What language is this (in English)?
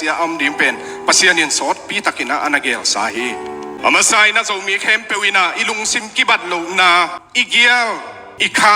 Tedim Chin